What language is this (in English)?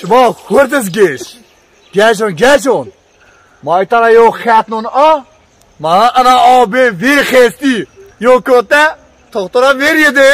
Zaza